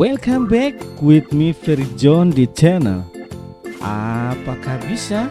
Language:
Ambonese Malay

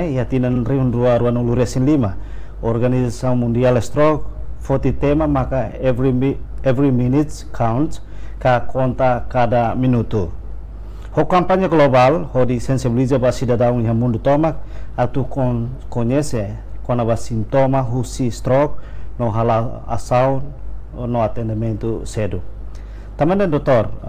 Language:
Tetum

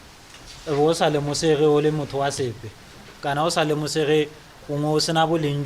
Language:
Tswana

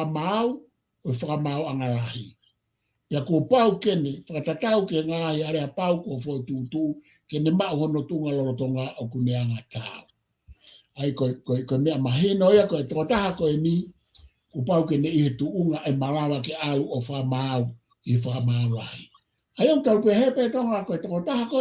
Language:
Tongan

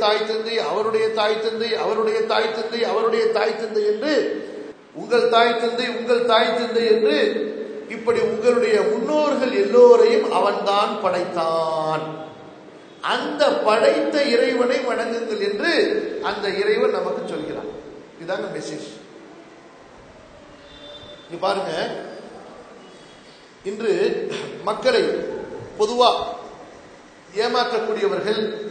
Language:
Tamil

